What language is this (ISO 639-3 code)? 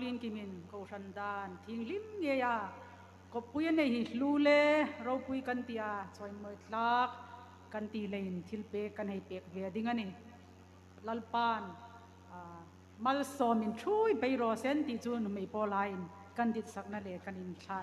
hmr